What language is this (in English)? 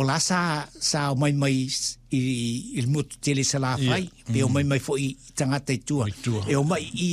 Samoan